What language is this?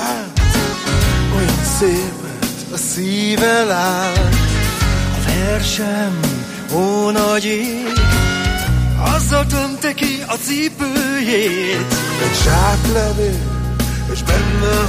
Hungarian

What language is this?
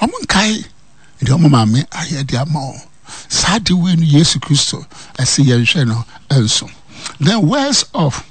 Akan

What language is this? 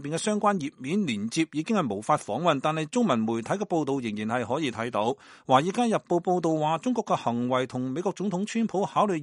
Cantonese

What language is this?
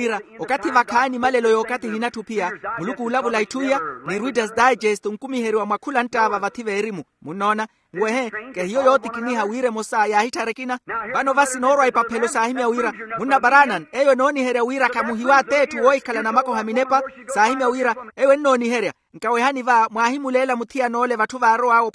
Makhuwa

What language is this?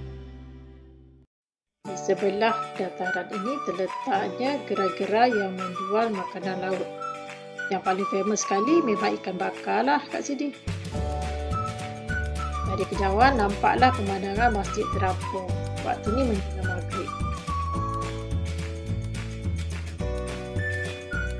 Malay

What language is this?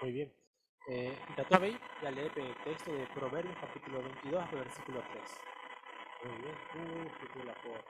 Guarani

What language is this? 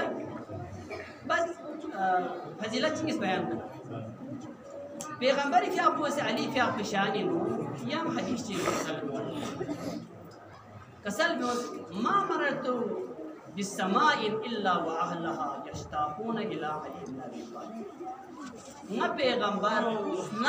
Urdu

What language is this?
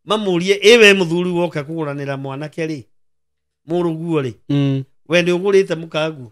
Kikuyu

